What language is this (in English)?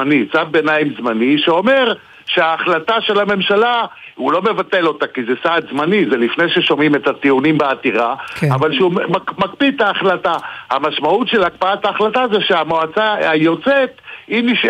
Hebrew